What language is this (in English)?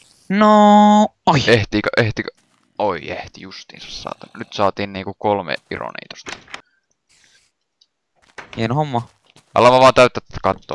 Finnish